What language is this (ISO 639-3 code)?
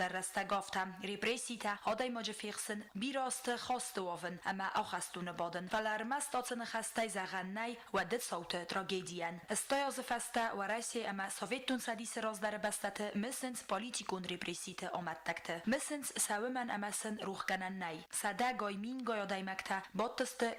oss